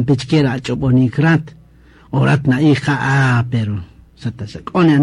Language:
Kaqchikel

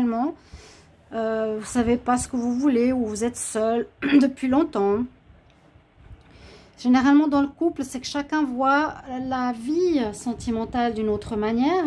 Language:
French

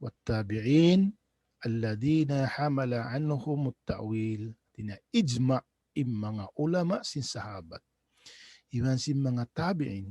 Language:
Tausug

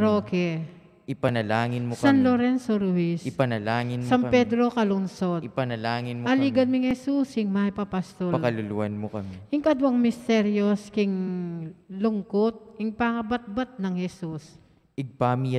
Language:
Pampanga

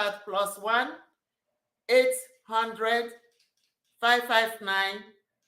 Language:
Igbo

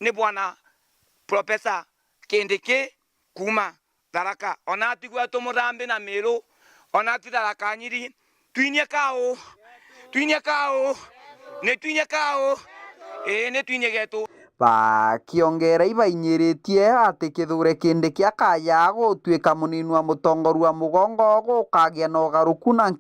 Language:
Meru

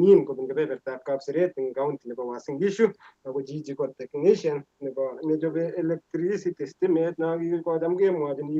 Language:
Kalenjin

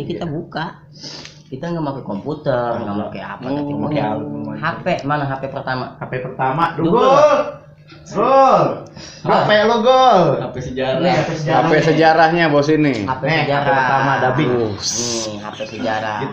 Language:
Betawi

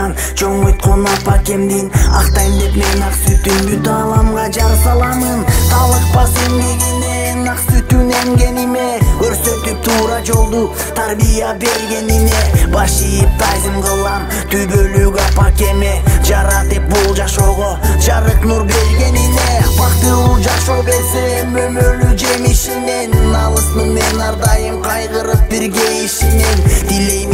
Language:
Kyrgyz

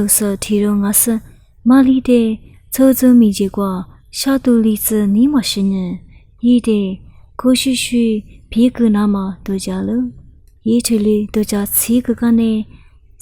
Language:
Lisu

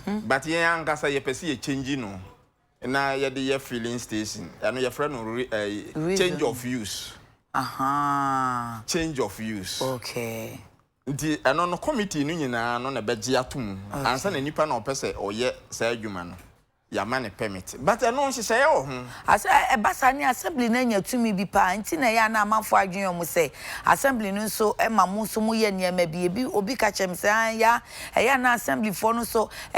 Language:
Akan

